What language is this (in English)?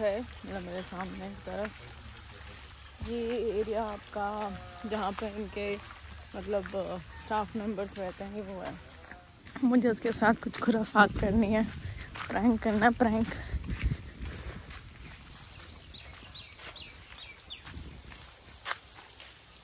Hindi